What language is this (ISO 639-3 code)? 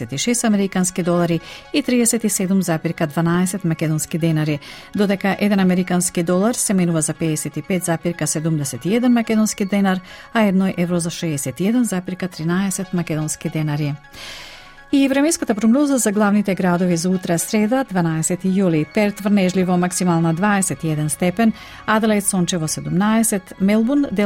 mkd